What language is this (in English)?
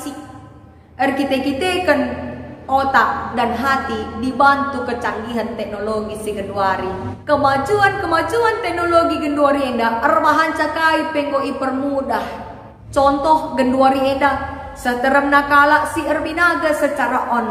Batak Karo